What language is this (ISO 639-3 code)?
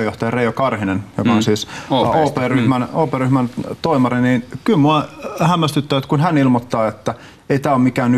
fin